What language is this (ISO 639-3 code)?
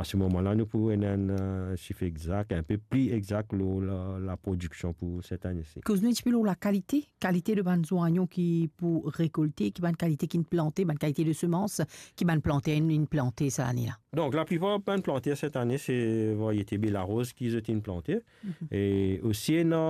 mfe